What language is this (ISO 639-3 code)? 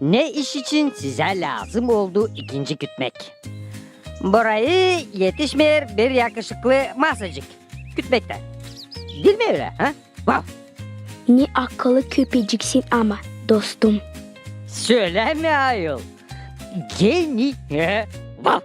gag